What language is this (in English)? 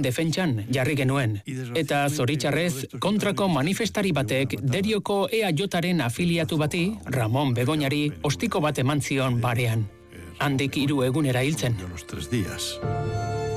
Basque